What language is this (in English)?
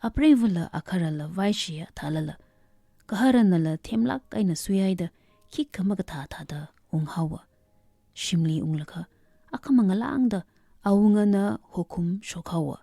Tangkhul Naga (India)